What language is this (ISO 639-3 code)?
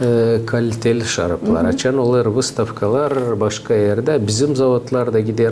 gag